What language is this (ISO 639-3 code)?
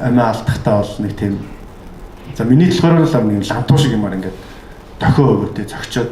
mon